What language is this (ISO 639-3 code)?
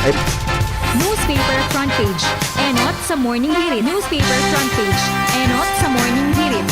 bik